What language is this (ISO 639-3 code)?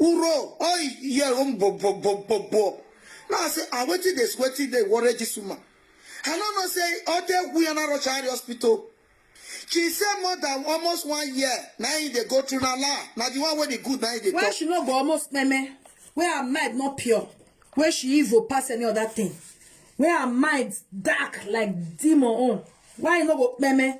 pcm